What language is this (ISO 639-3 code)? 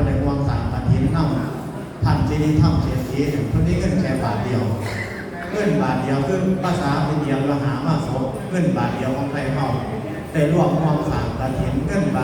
tts